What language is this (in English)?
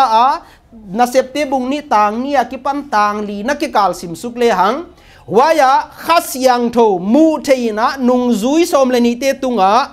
Paite Chin